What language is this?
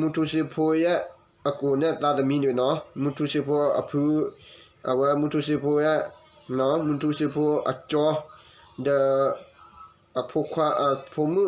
S'gaw Karen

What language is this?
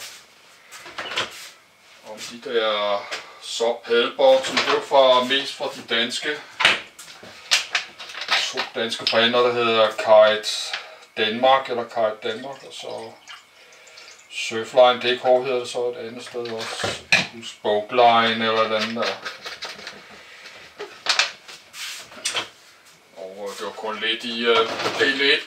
Danish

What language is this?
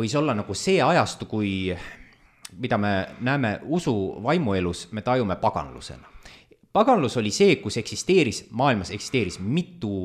Estonian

